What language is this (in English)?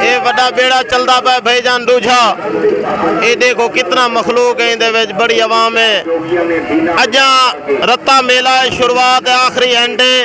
Saraiki